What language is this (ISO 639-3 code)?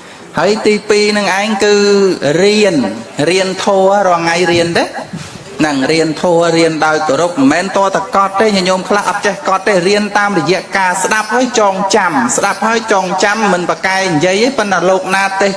khm